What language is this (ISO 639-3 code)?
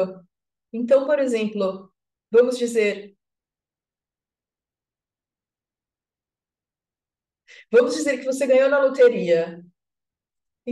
por